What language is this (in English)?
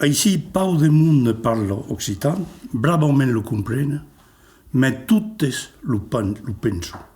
Occitan